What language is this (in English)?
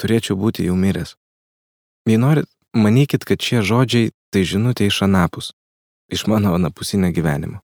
Lithuanian